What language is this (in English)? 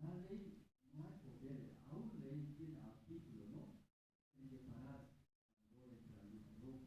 Aymara